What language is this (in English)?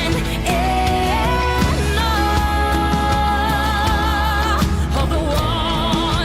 Pohnpeian